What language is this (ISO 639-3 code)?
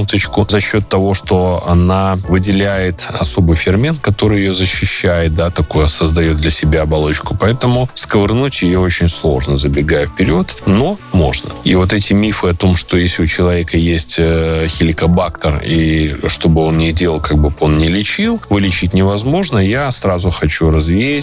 rus